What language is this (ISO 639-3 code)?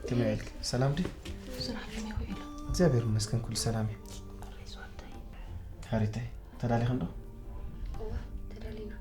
tir